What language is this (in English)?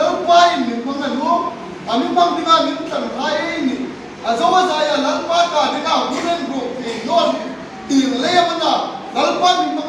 Hmar